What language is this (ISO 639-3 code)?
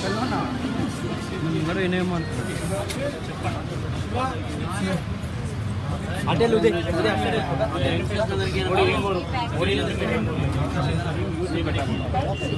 tel